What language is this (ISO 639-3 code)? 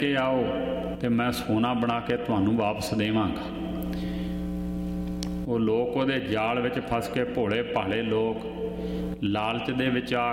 pan